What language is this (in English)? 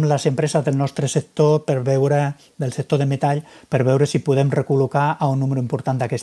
Catalan